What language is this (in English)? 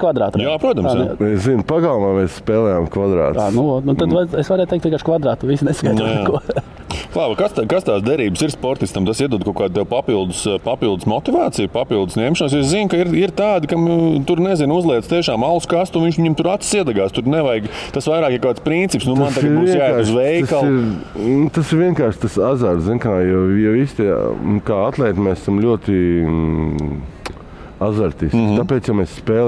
Latvian